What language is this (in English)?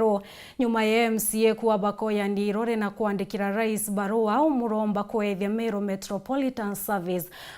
Meru